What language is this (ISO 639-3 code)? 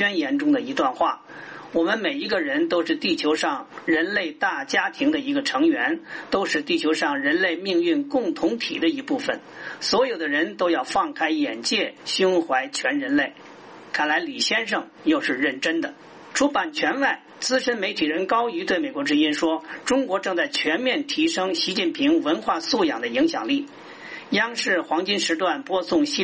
zho